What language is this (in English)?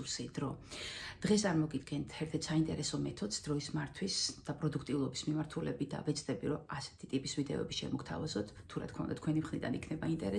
Georgian